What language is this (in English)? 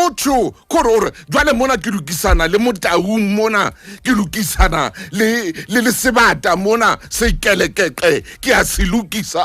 Southern Sotho